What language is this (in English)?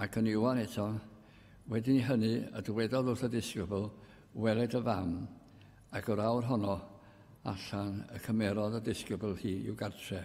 Welsh